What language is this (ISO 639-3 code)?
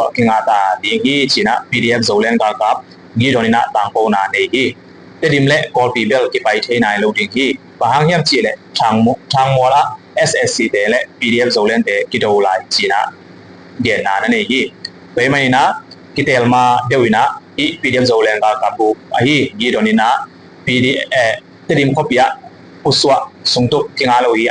ctd